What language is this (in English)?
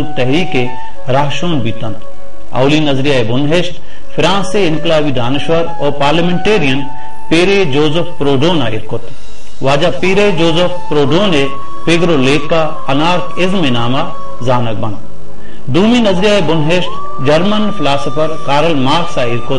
Baluchi